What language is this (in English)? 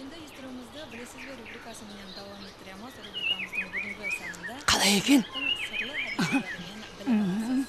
Kara-Kalpak